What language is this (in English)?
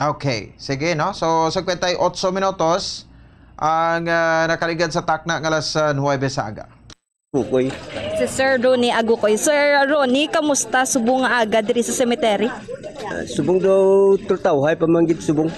Hiligaynon